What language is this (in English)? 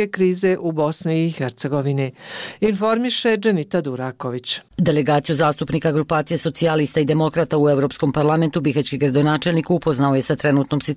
Bosnian